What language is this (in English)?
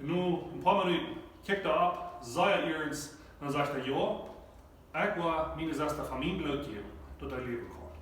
Plautdietsch